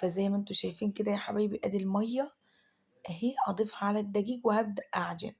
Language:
Egyptian Arabic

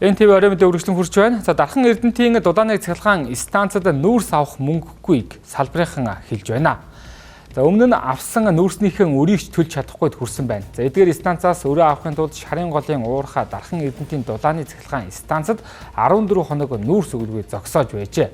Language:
Mongolian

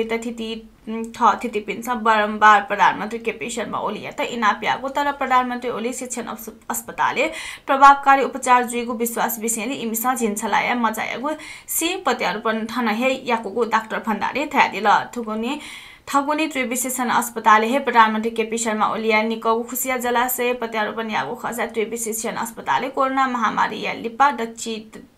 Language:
Newari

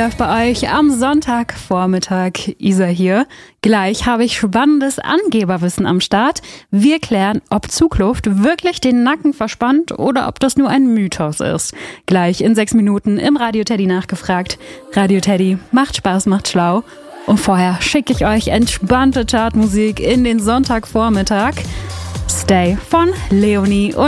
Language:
German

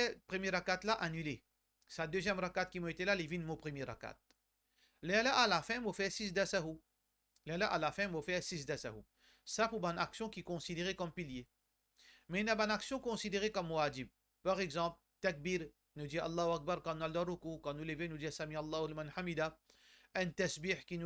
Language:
Morisyen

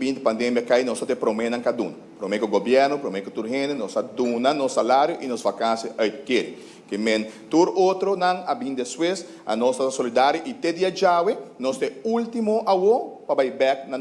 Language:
Papiamento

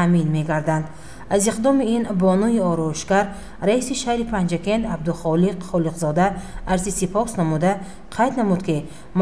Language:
Tajik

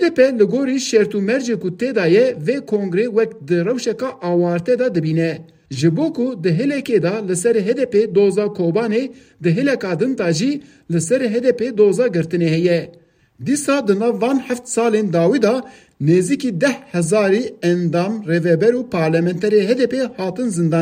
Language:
Kurdish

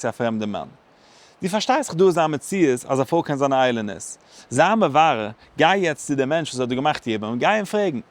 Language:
Yiddish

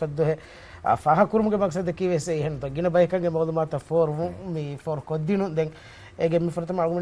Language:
Divehi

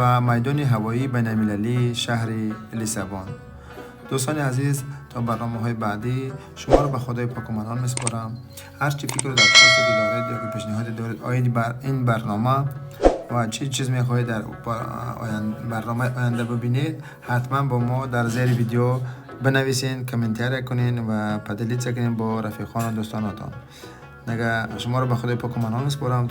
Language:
Tajik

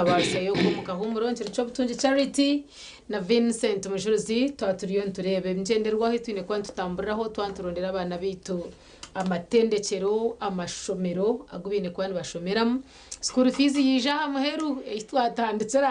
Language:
Nyankole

